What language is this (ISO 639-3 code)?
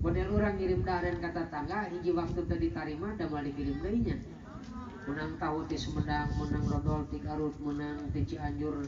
sun